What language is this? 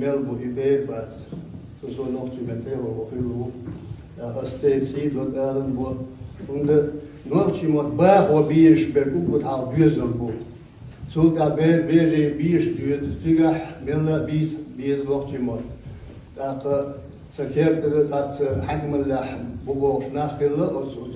Chechen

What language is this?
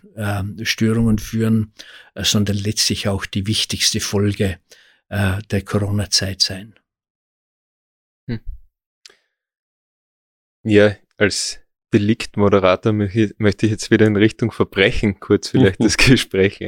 German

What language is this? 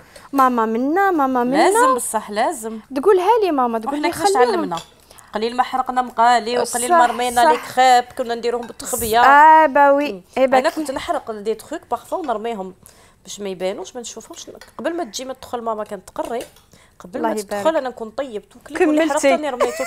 Algerian Arabic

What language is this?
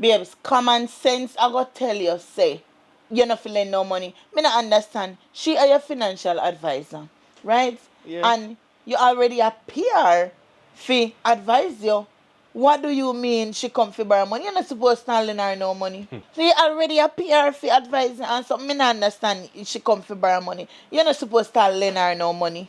Jamaican Creole English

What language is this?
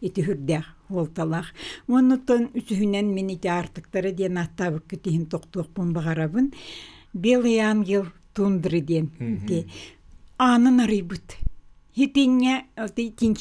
Yakut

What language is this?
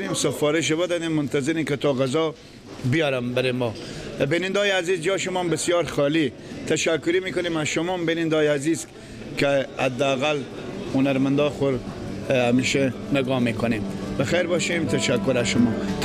Persian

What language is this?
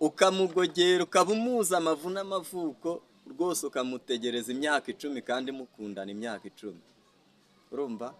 Kinyarwanda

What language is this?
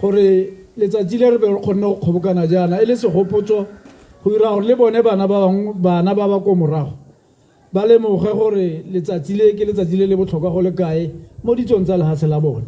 Tswana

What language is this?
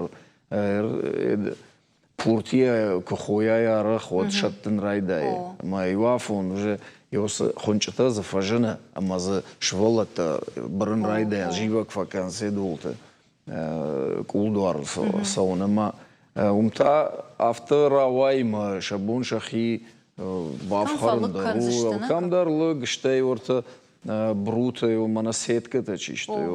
Ossetic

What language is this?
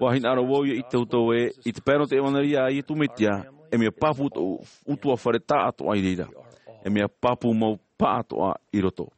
Tahitian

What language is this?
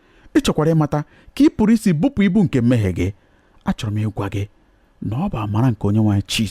Igbo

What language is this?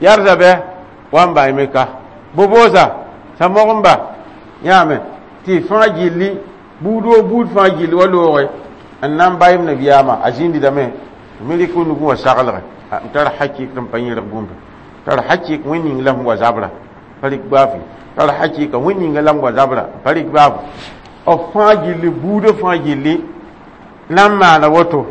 Mossi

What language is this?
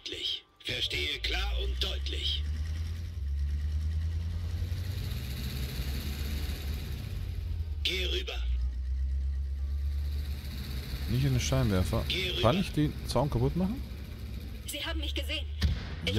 German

